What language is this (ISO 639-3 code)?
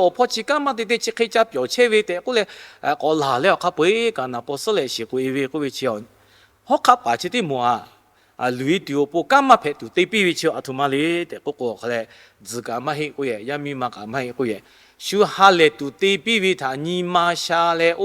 lhu